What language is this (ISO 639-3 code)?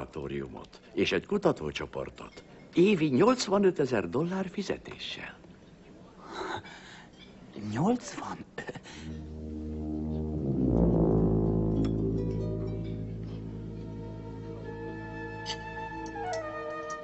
hun